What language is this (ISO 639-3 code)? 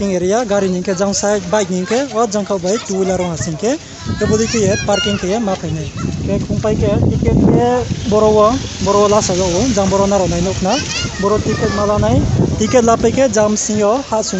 ria